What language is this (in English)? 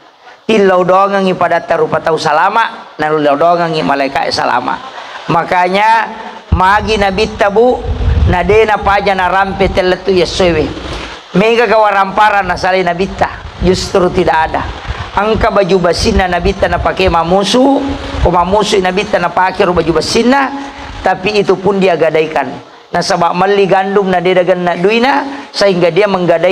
Buginese